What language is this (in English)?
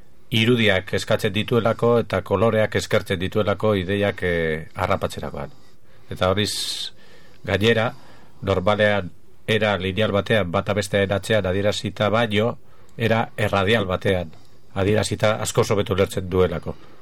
Basque